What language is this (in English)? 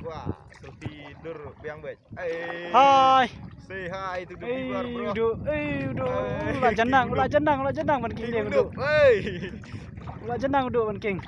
Khasi